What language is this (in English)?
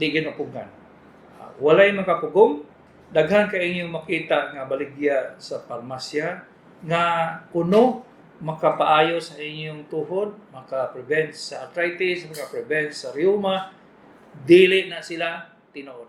Cebuano